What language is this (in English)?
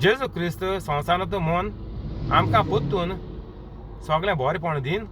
Konkani